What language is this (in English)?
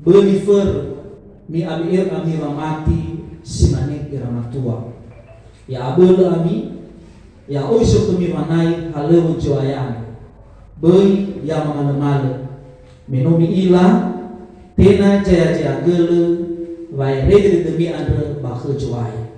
Nias